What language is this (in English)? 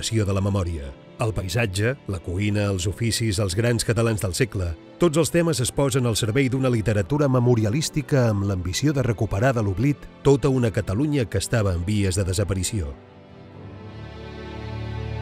Catalan